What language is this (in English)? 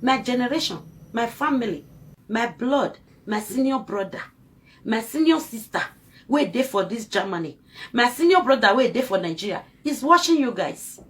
Nigerian Pidgin